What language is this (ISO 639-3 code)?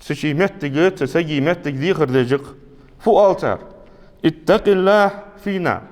inh